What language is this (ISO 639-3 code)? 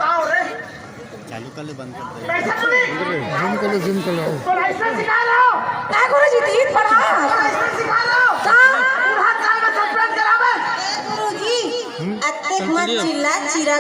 hne